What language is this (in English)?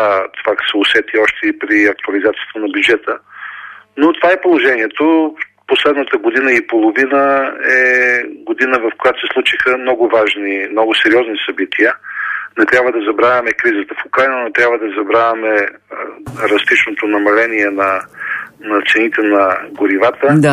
Bulgarian